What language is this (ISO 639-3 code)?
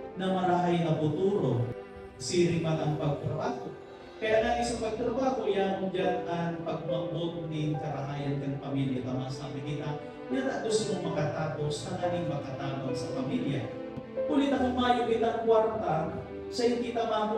bik